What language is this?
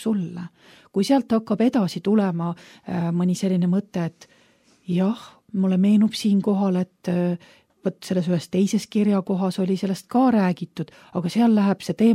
Estonian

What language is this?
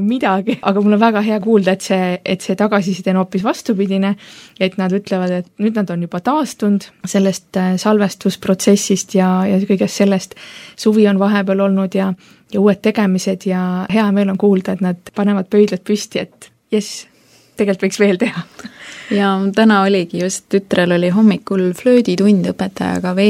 Estonian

